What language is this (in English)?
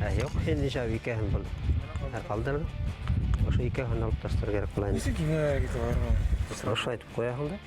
Bashkir